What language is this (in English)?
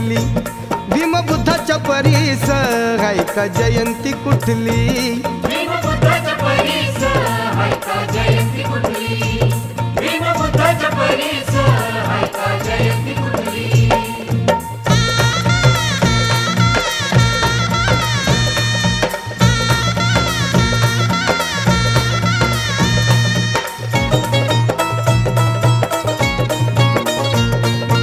Marathi